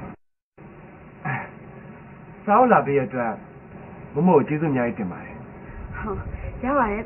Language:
Burmese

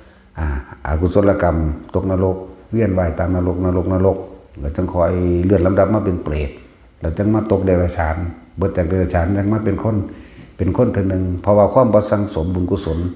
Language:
Northeastern Thai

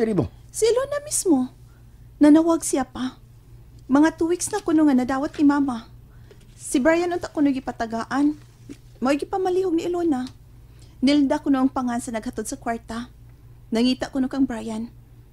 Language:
Cebuano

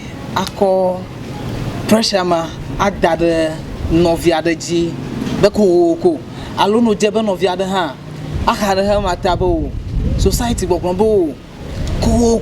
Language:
Ewe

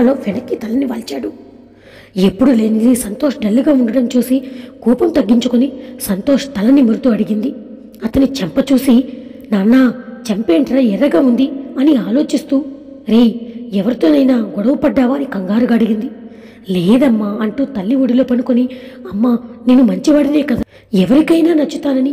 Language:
Telugu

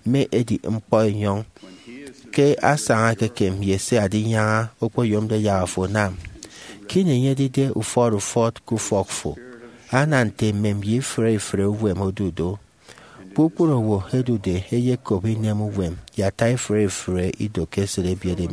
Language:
Efik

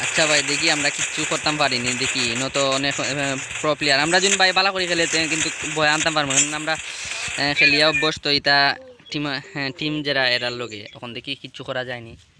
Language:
Sylheti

